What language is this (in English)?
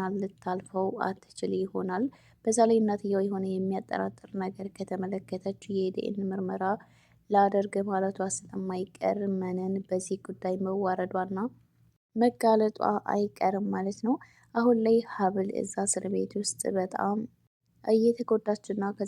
Amharic